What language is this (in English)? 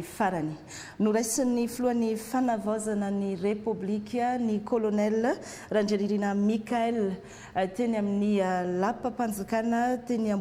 Malagasy